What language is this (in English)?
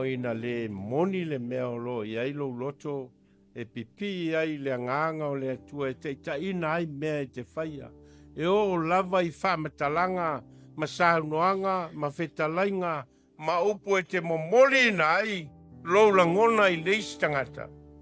Samoan